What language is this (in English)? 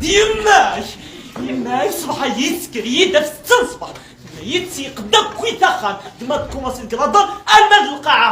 Kabyle